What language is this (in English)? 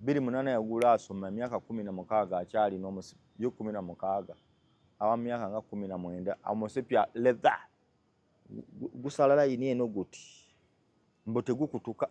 Ganda